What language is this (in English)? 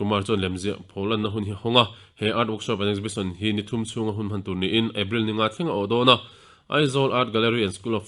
Mizo